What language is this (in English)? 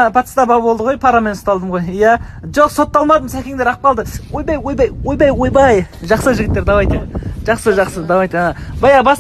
Kazakh